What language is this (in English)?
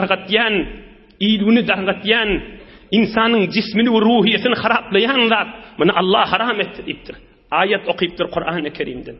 Turkmen